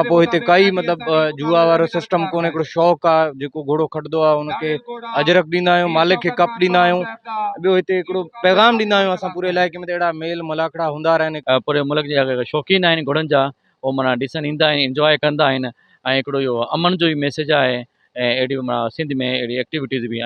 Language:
Sindhi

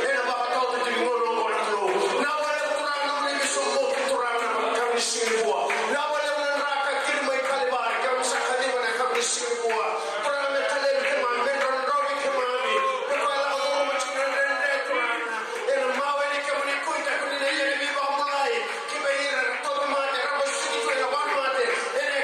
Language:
Fijian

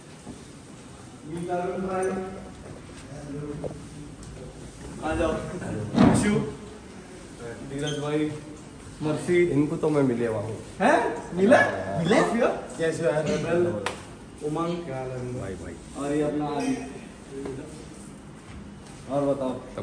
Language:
Hindi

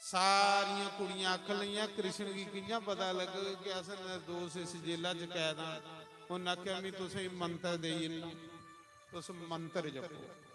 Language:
Dogri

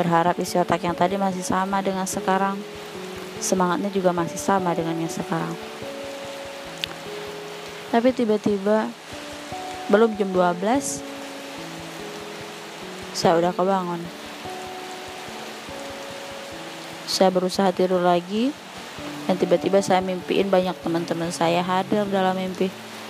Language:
Indonesian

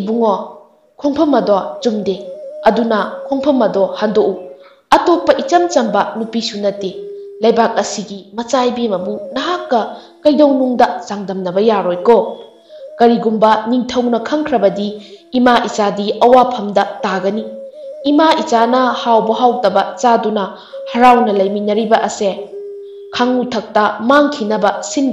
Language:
Manipuri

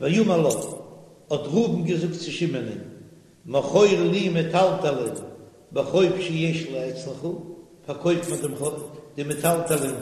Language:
Yiddish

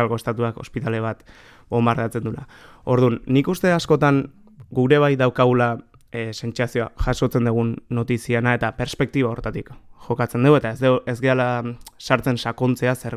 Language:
Basque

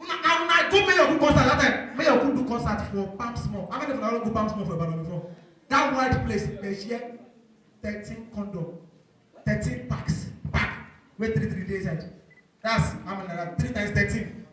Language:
Nigerian Pidgin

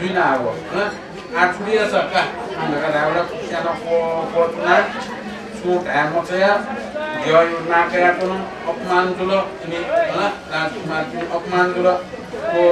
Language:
Newari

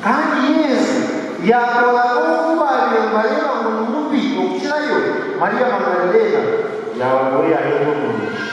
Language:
Nyankole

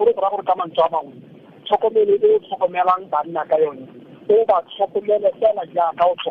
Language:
Tswana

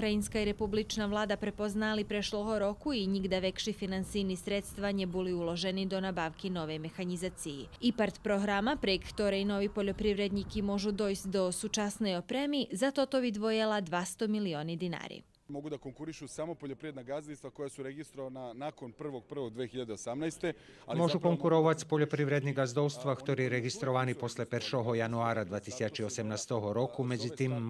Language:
Rusyn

